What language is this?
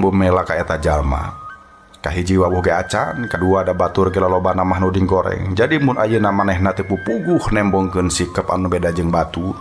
Sundanese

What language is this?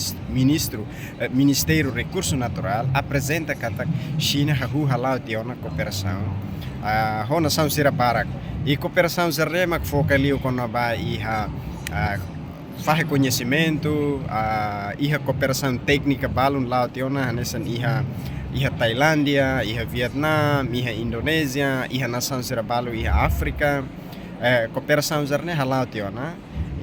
Tetum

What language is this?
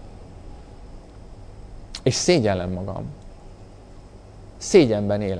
Hungarian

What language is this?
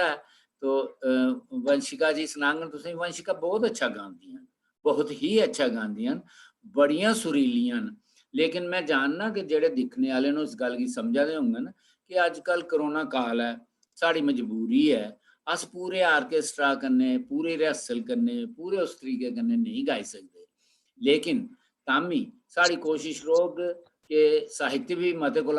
Dogri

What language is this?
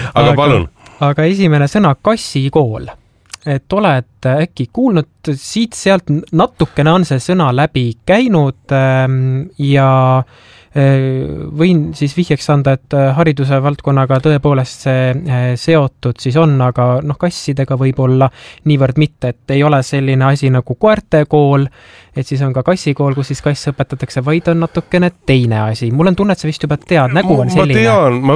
Estonian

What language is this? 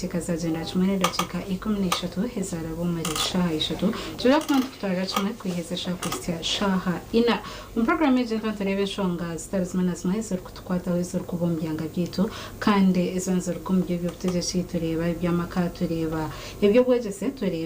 Nyankole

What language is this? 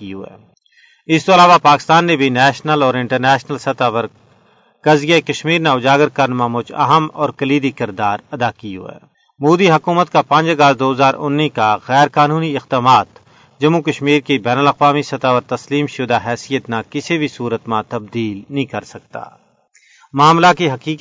Gujari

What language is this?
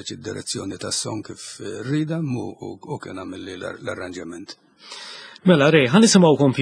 Maltese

